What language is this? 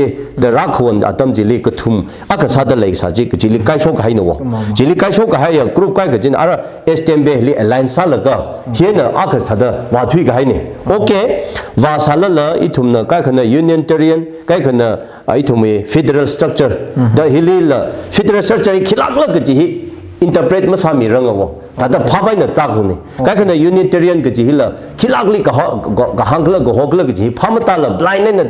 Tangkhul Naga (India)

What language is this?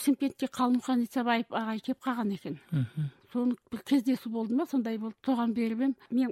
Kazakh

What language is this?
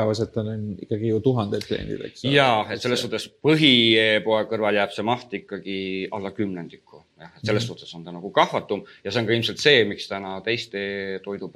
Estonian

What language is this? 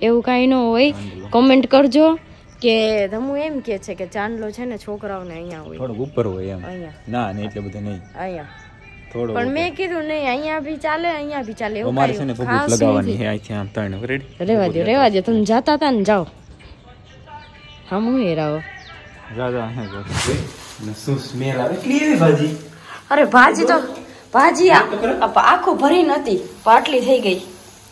Gujarati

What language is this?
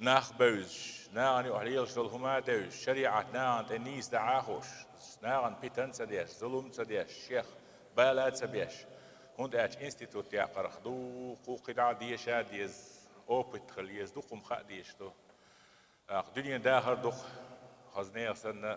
Chechen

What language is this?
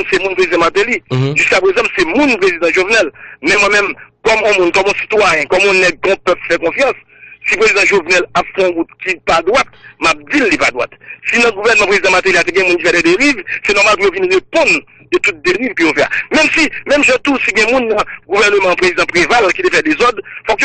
Haitian Creole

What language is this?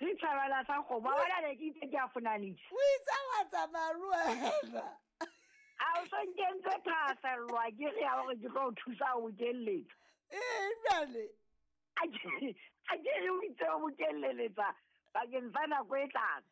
Southern Sotho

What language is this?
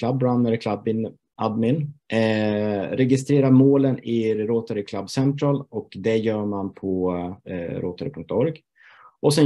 Swedish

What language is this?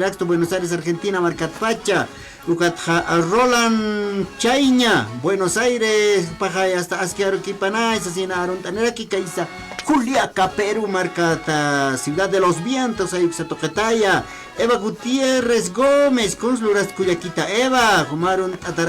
Aymara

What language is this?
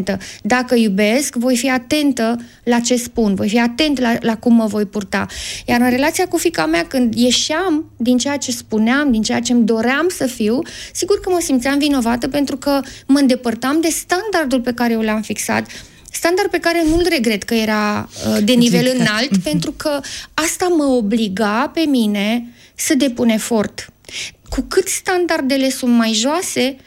Romanian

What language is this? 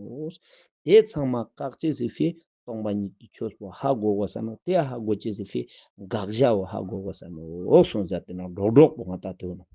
Ladakhi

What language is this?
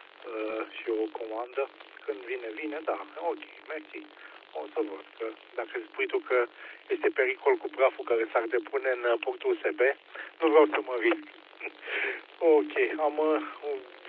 Romanian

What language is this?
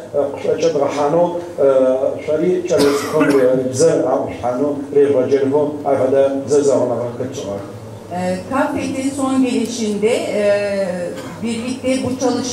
Adyghe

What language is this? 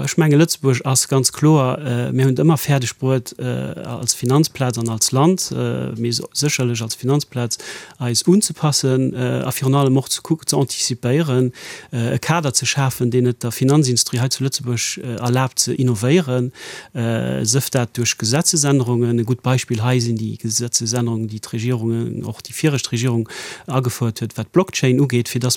Luxembourgish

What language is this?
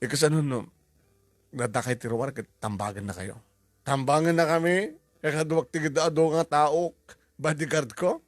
Iloko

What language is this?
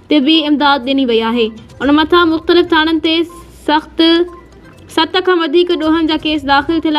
Sindhi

